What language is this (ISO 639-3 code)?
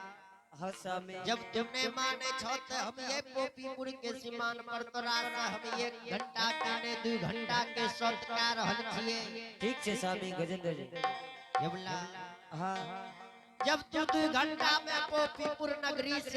anp